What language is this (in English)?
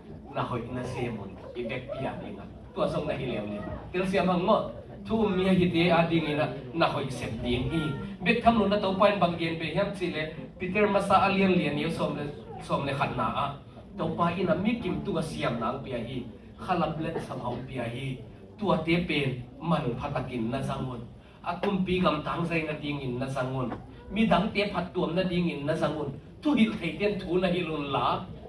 Tedim Chin